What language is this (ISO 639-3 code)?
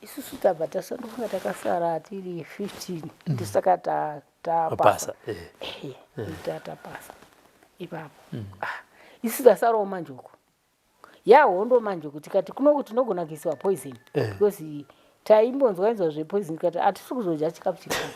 sna